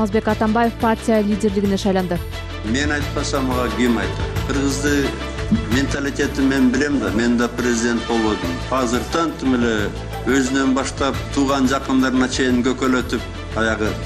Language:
Kyrgyz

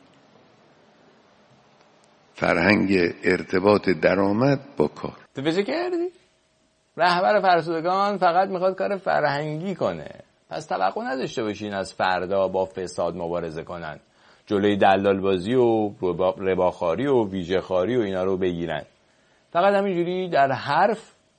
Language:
Persian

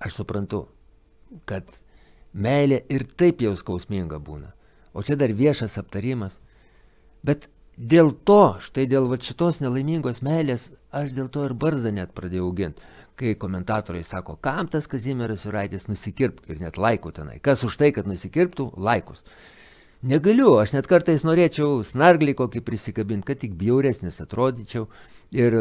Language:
Lithuanian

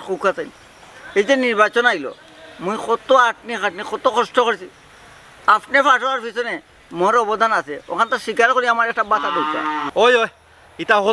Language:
Sylheti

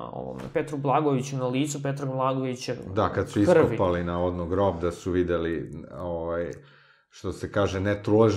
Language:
Serbian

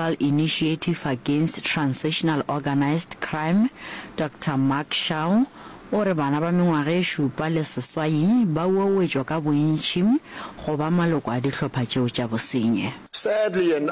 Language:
Northern Sotho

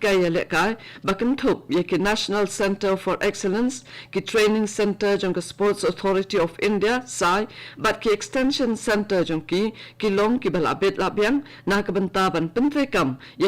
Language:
Khasi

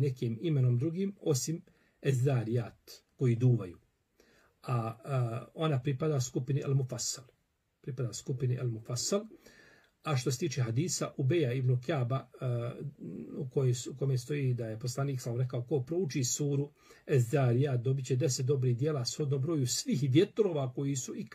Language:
Bosnian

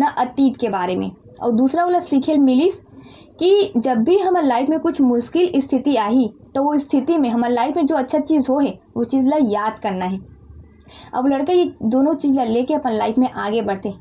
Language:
Chhattisgarhi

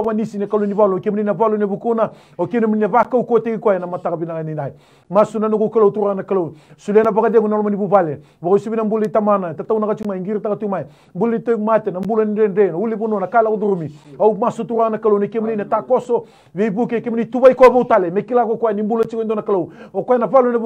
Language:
Fijian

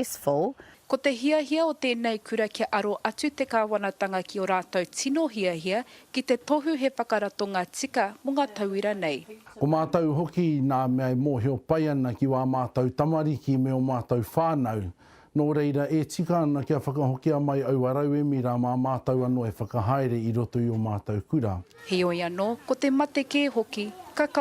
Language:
Māori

